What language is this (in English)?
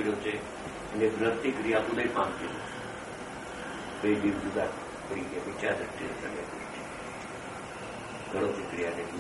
Gujarati